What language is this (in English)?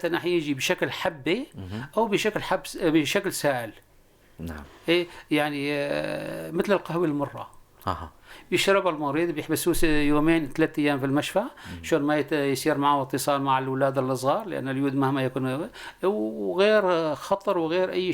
North Levantine Arabic